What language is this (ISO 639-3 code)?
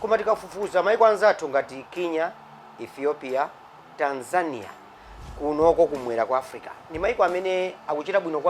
nya